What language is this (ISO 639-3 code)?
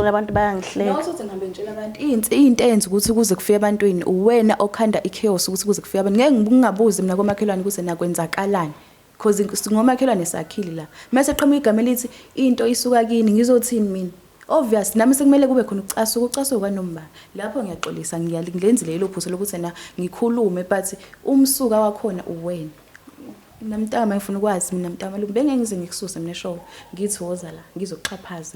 zul